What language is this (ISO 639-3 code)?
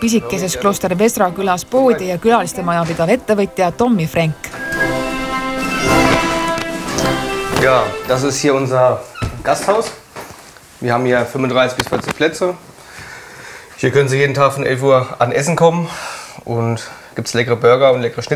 deu